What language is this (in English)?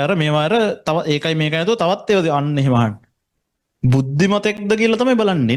Sinhala